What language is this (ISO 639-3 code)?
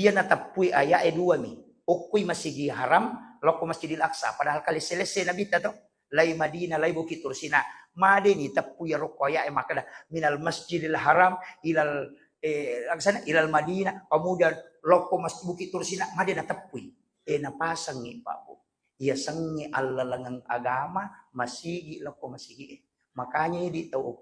bug